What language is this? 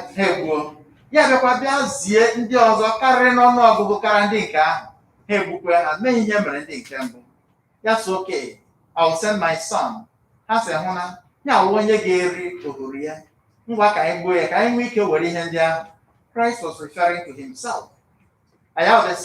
Igbo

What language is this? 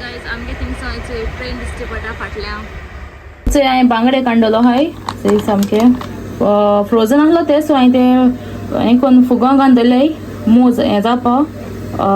Konkani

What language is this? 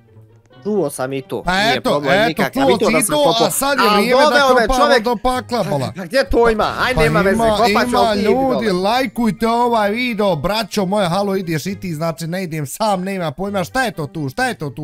Bosnian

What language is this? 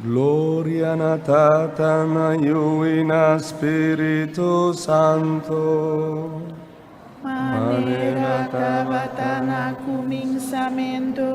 Papiamento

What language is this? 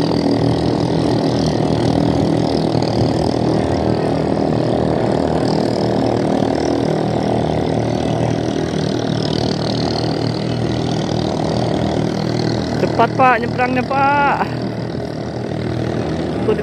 Indonesian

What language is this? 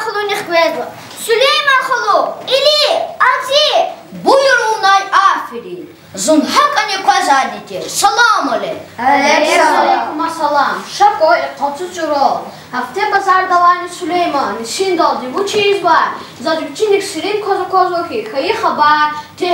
Lezghian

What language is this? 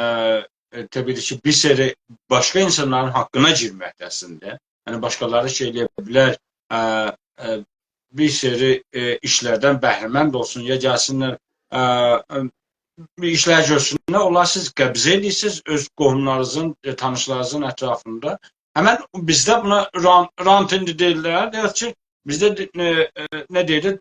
South Azerbaijani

